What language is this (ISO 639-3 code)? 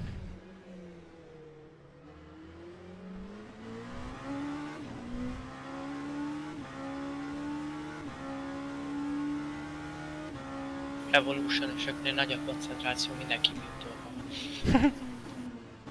hun